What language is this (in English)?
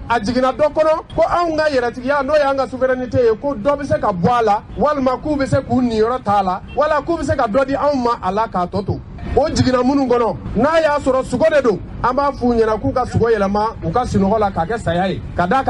Bambara